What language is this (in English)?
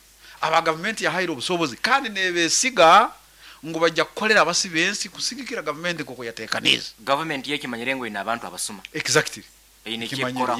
Nyankole